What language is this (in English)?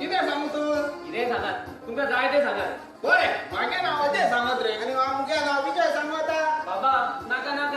Konkani